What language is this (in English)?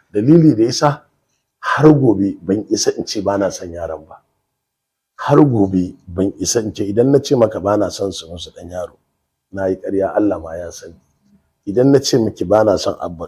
Hausa